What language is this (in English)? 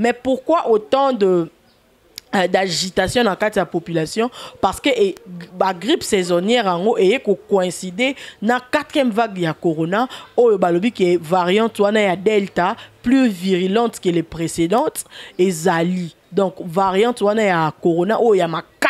Lingala